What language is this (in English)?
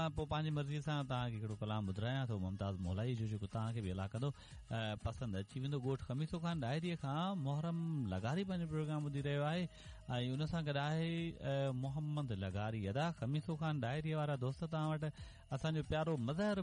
Sindhi